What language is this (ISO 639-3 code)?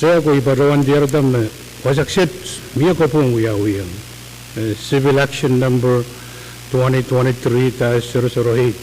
pon